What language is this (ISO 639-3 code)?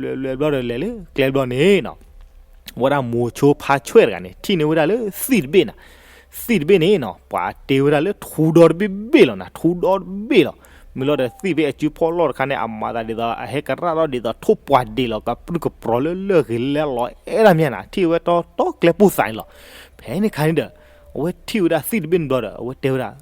ksw